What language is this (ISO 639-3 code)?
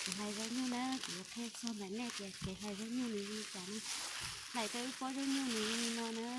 hmn